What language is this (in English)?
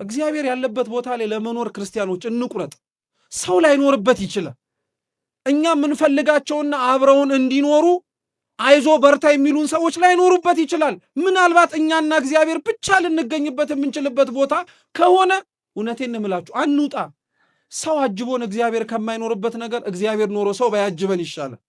Amharic